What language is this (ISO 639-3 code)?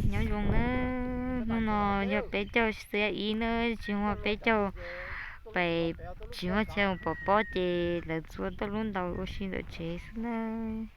hmn